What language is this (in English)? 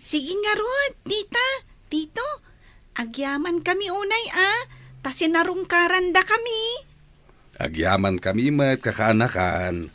Iloko